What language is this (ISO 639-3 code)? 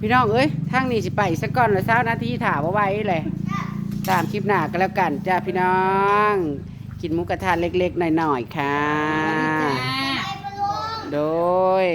tts